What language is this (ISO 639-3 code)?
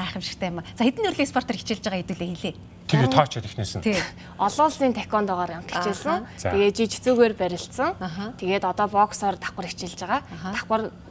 mon